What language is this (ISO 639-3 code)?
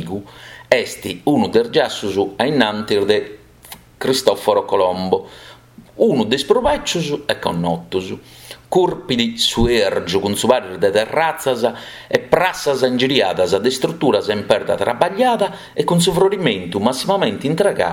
srd